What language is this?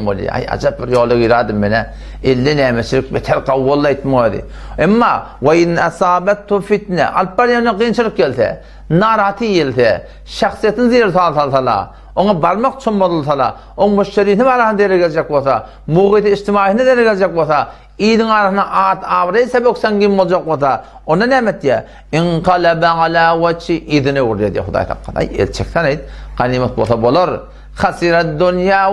Turkmen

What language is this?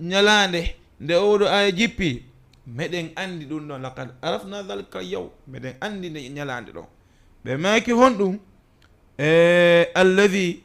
Fula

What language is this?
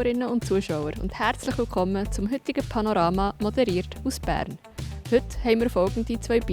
Swiss German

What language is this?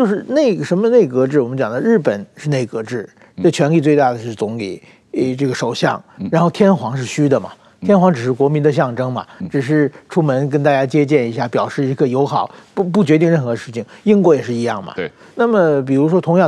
Chinese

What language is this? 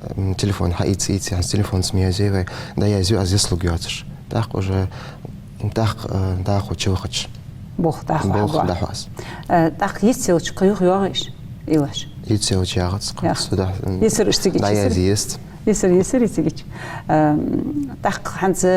Ingush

